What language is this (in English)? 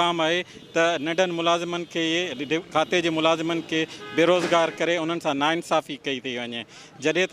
Sindhi